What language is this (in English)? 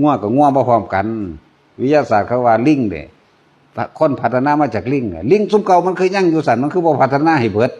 Northeastern Thai